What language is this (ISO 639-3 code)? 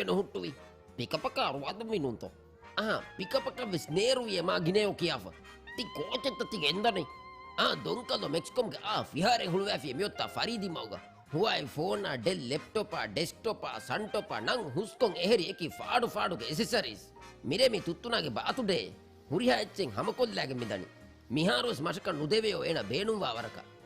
div